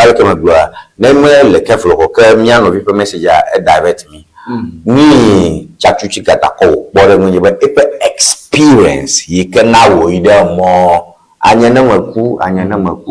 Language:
Ewe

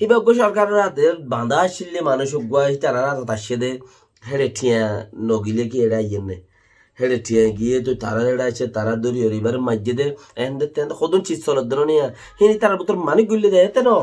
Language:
Rohingya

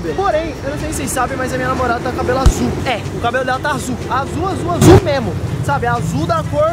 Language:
Portuguese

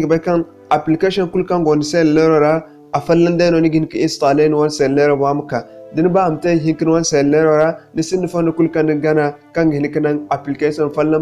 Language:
Zarma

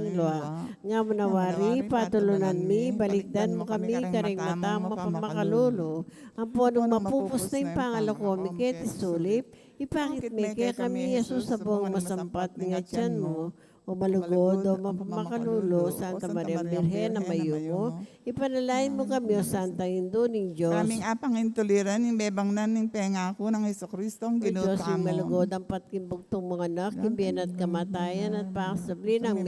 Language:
Pampanga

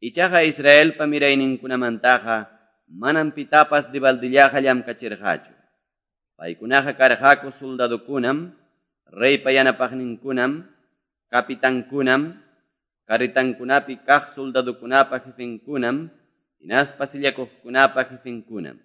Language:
Quechua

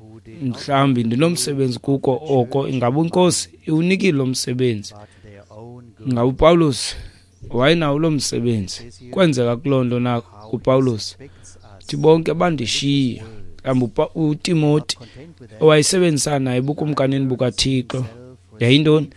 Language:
Xhosa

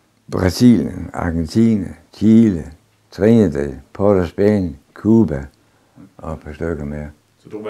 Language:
Danish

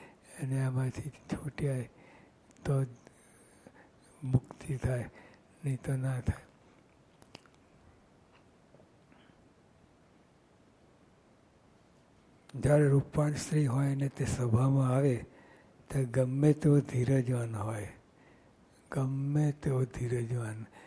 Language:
Gujarati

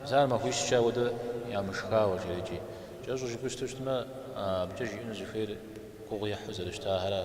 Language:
Kabardian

